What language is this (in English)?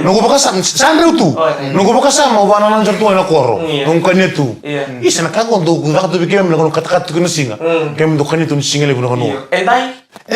Fijian